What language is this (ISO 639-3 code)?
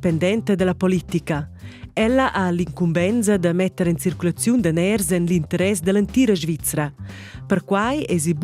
roh